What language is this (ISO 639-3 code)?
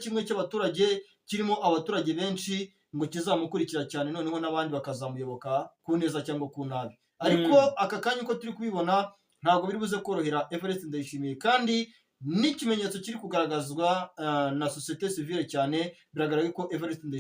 kin